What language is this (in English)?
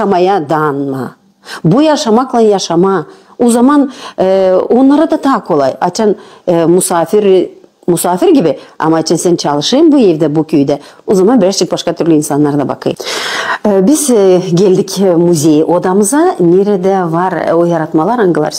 Gagauz